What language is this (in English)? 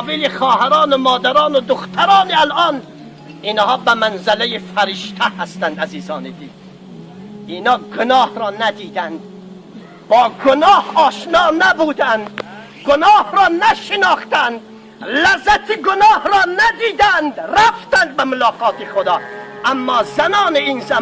Tajik